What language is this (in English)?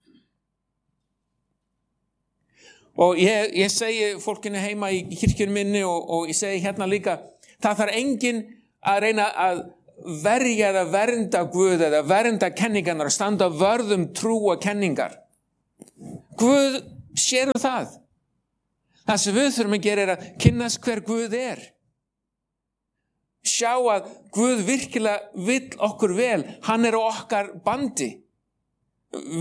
Icelandic